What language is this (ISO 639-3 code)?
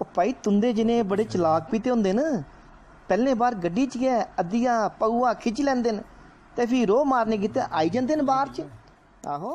doi